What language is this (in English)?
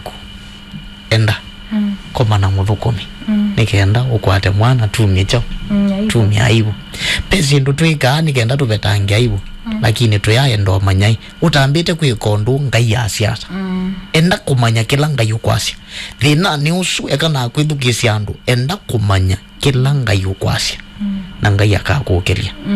Kamba